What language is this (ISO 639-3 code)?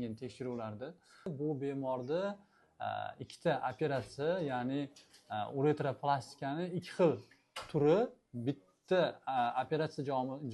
uzb